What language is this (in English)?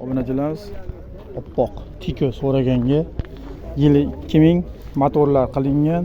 Uzbek